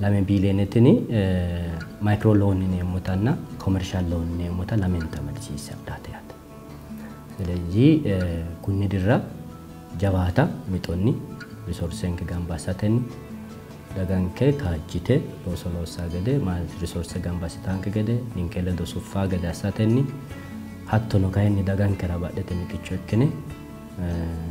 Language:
Sidamo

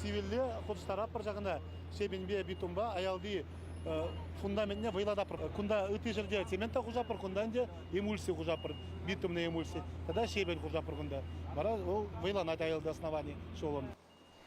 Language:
Chuvash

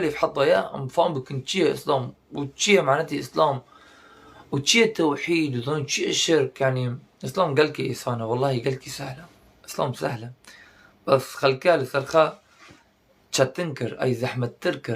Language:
Kurdish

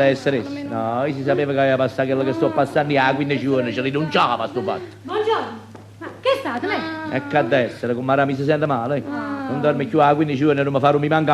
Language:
Neapolitan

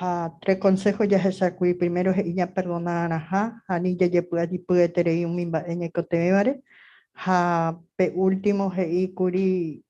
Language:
Guarani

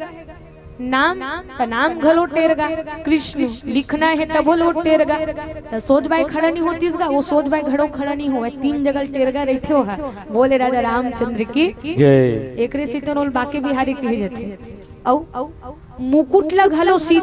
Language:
Chhattisgarhi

